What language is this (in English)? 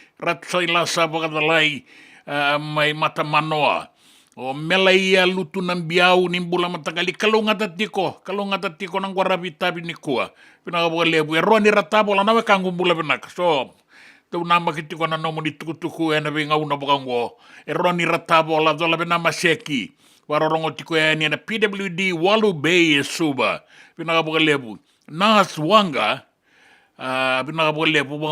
Fijian